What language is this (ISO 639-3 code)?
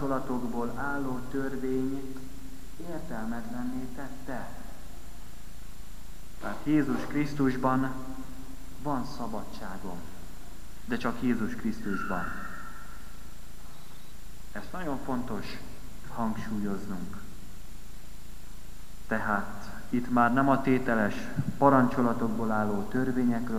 hun